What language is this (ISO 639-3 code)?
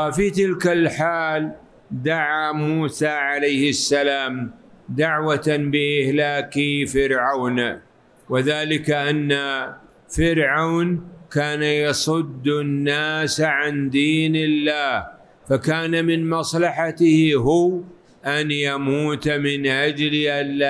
ara